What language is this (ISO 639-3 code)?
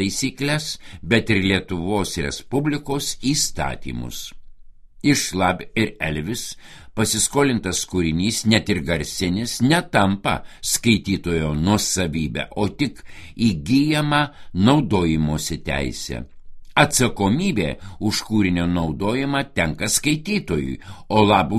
lit